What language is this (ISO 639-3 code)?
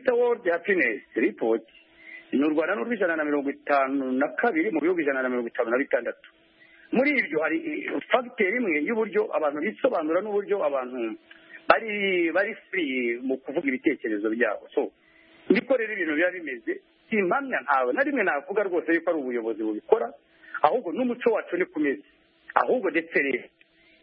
kin